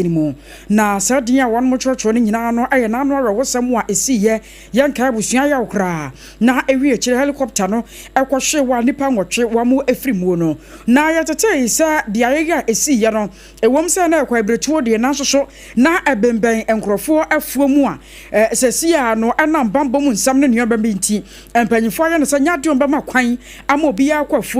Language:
Akan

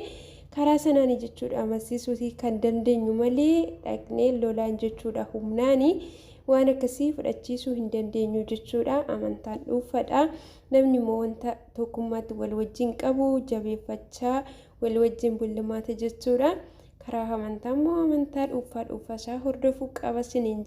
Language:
Oromo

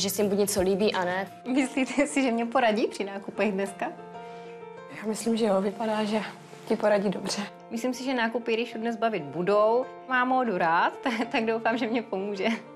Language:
Czech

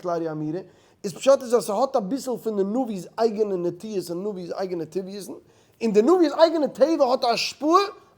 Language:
Yiddish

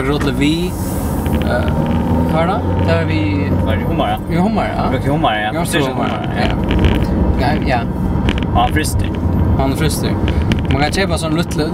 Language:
Faroese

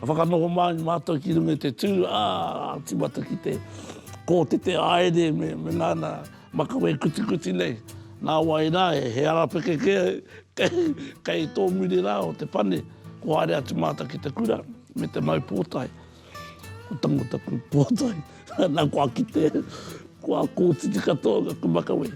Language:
Māori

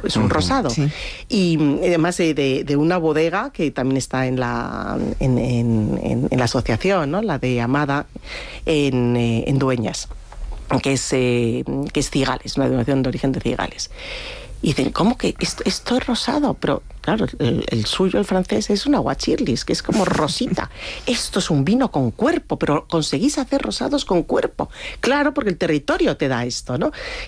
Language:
Spanish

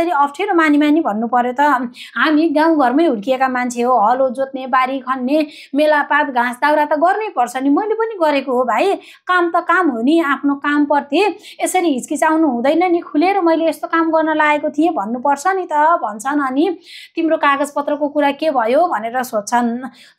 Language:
Nepali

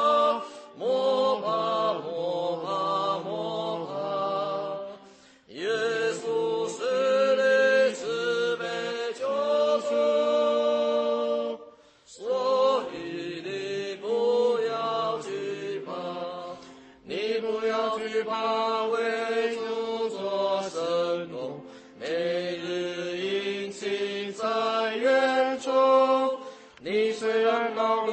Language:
Chinese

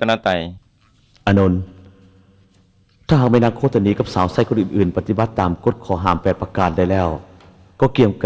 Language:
Lao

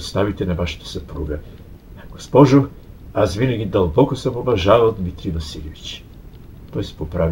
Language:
Bulgarian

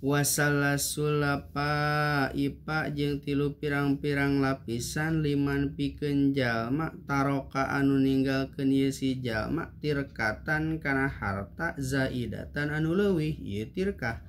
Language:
Sundanese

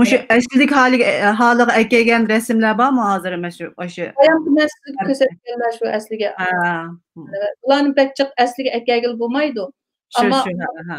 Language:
Uyghur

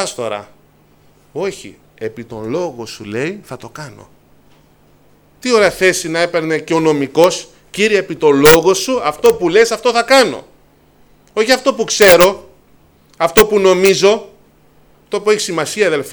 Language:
Greek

